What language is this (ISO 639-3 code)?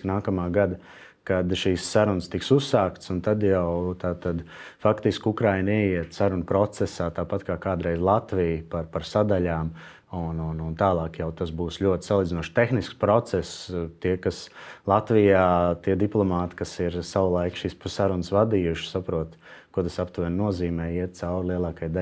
lav